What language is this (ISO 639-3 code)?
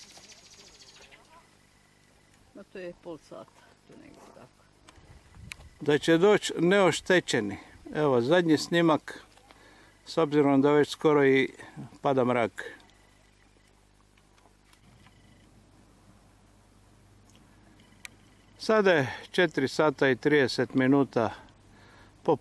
hrv